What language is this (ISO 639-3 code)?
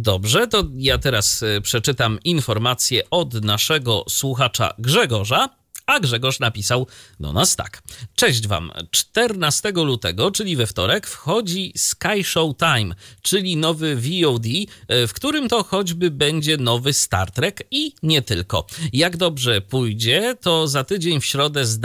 pol